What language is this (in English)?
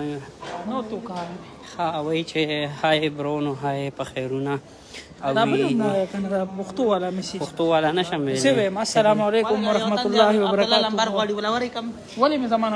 Pashto